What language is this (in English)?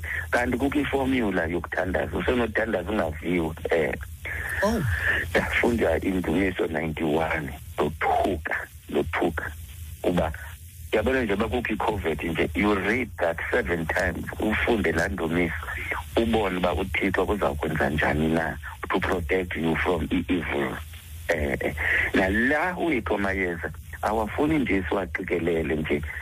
Xhosa